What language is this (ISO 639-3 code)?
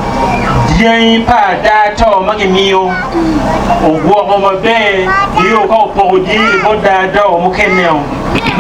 ach